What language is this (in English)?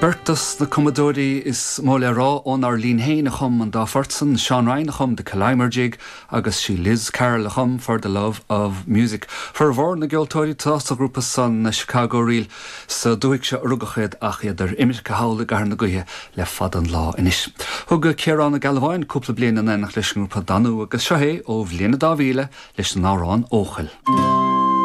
Irish